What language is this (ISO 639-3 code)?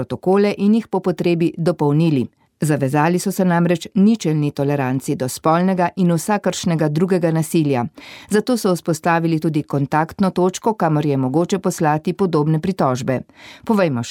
slv